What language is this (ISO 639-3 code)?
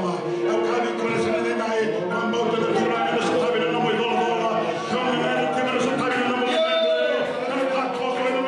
fij